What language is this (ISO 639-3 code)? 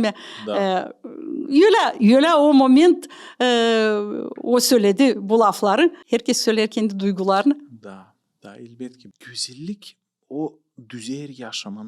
gag